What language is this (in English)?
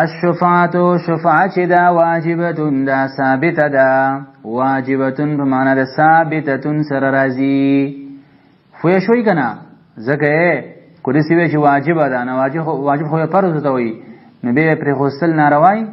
Pashto